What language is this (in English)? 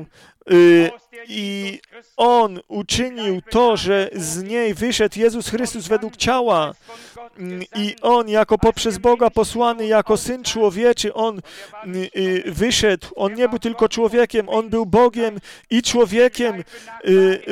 Polish